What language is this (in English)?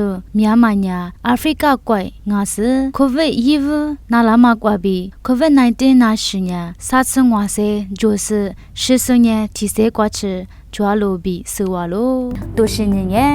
Lisu